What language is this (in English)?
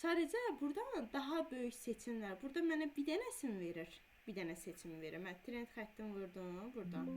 Azerbaijani